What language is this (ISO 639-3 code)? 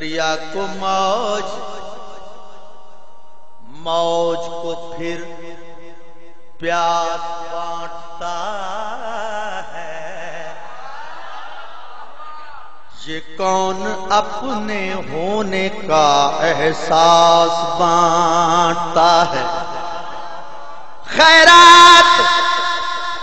urd